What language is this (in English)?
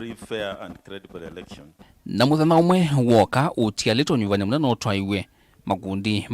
Kamba